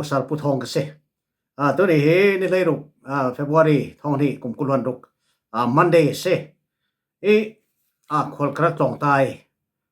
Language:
Falam Chin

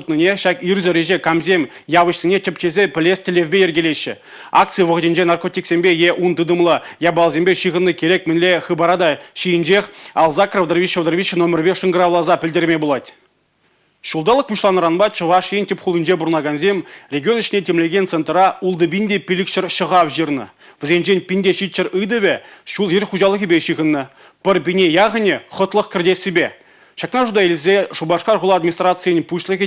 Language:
Chuvash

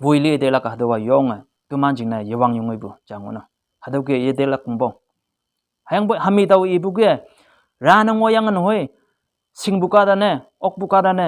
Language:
Konyak Naga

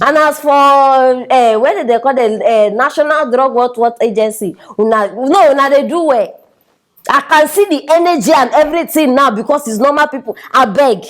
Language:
Nigerian Pidgin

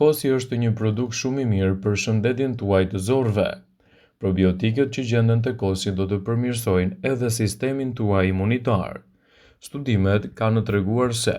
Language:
Albanian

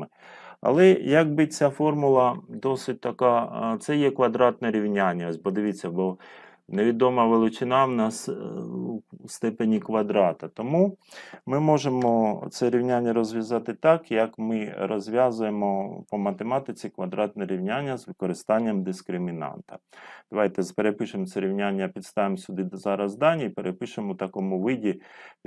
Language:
Ukrainian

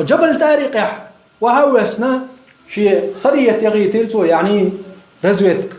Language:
Chechen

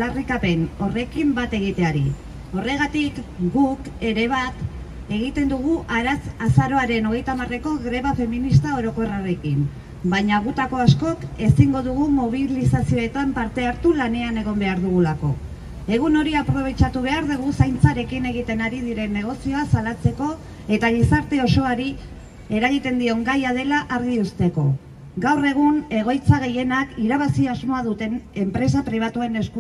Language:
Basque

